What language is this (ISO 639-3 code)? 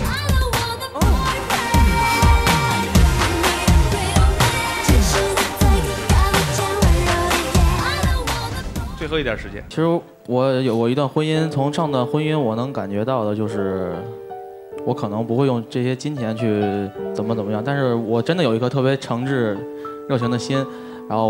zho